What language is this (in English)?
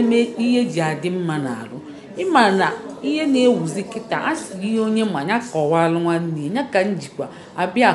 Igbo